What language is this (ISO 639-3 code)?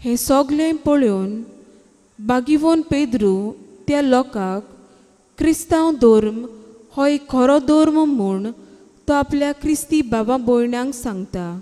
kok